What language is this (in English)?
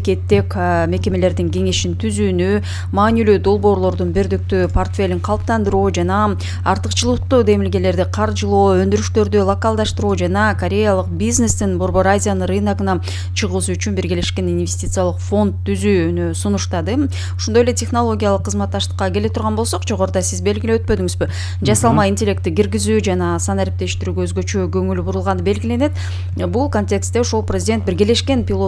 Kyrgyz